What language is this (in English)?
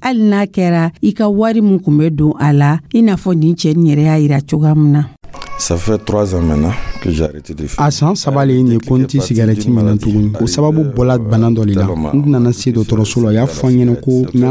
Dyula